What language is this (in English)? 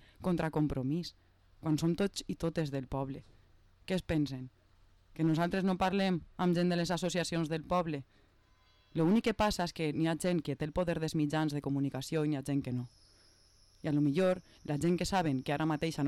Catalan